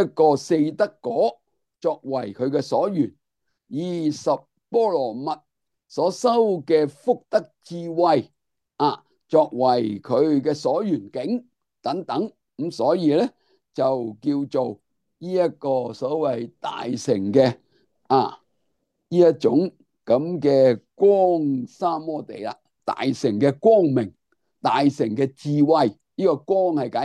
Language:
Cantonese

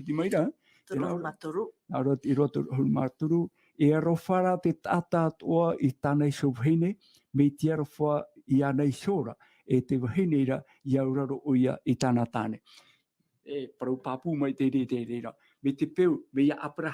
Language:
Tahitian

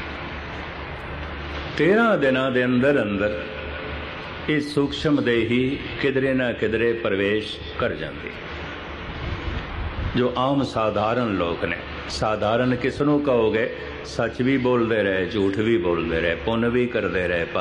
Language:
Punjabi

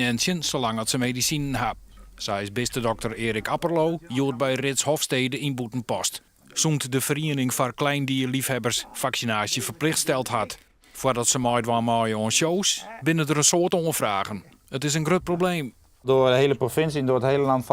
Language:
Western Frisian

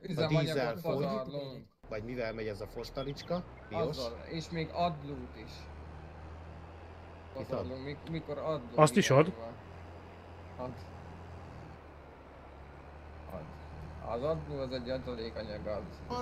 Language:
Hungarian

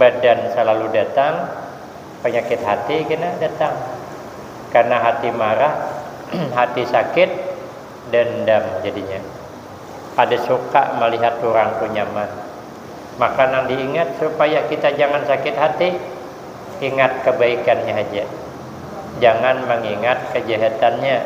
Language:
Banjar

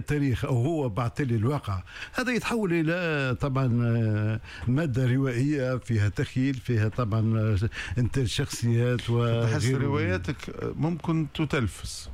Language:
Tunisian Arabic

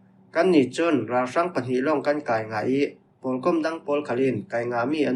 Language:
Falam Chin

